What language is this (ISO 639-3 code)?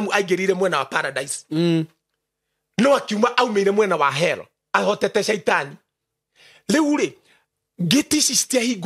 kik